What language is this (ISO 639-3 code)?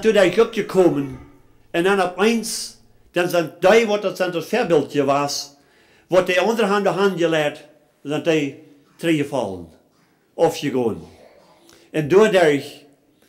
pdt